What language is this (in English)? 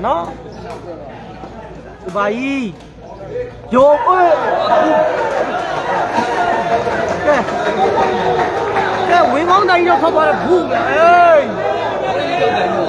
Burmese